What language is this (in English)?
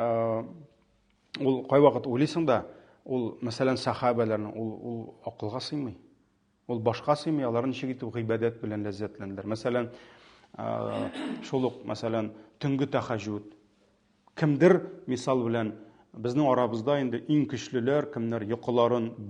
Tatar